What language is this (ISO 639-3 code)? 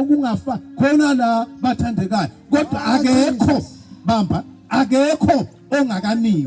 zul